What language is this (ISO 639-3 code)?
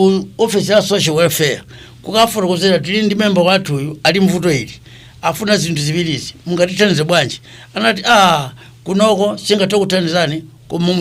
nya